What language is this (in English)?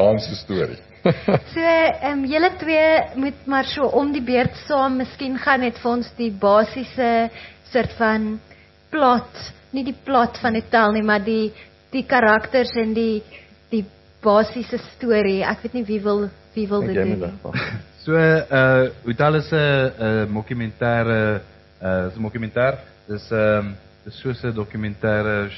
Afrikaans